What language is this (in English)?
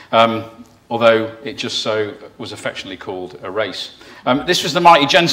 English